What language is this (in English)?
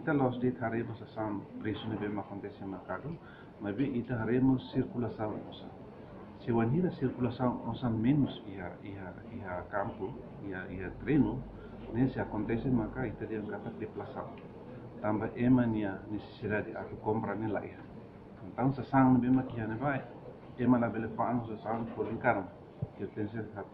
Tetum